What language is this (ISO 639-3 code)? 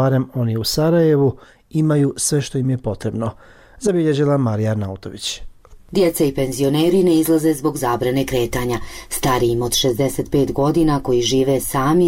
bos